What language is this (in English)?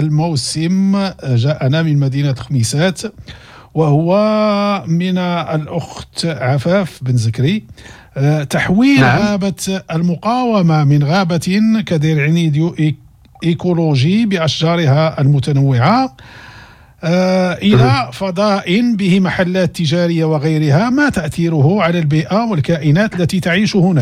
Moroccan Arabic